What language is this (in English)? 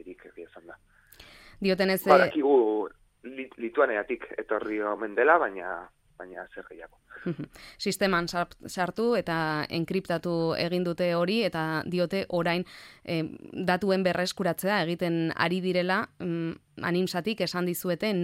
Basque